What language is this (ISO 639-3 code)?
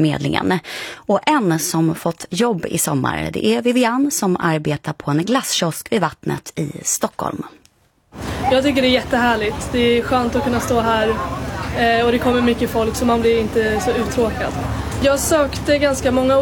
swe